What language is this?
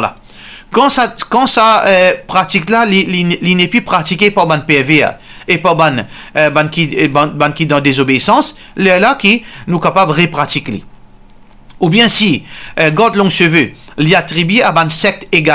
Morisyen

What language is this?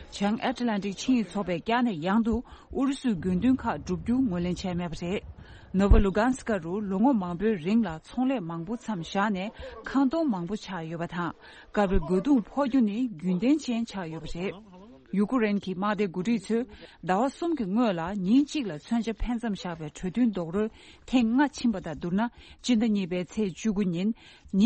Tibetan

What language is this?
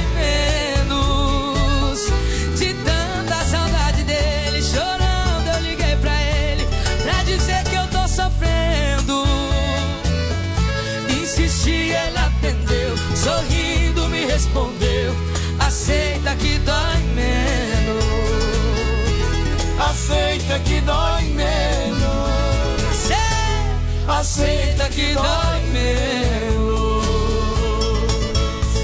Portuguese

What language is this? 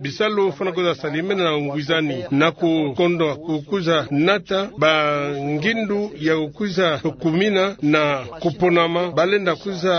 Kituba (Democratic Republic of Congo)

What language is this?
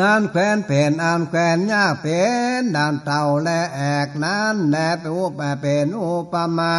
Northern Thai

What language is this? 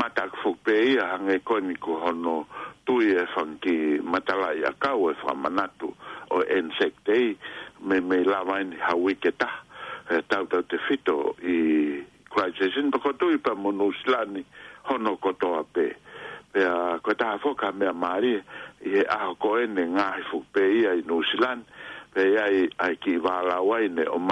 Tongan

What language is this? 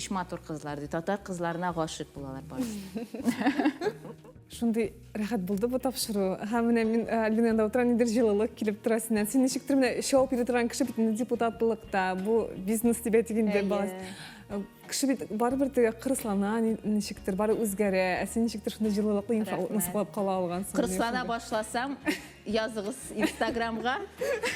Tatar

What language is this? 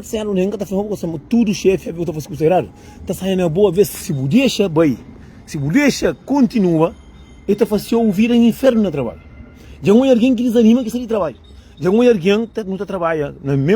Kabuverdianu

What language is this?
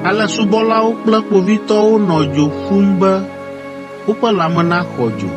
Ewe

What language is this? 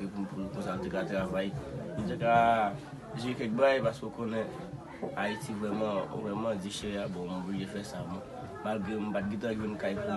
Haitian Creole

